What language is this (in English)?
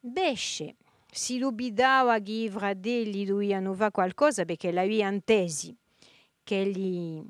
Corsican